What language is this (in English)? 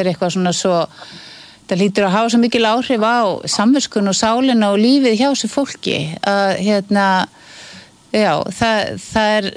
Icelandic